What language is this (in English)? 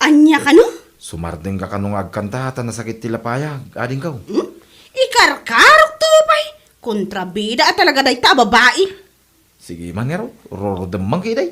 Iloko